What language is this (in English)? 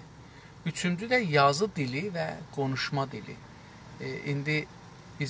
South Azerbaijani